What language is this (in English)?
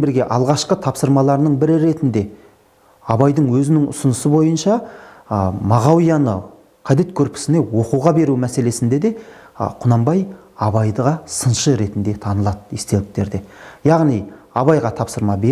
Kazakh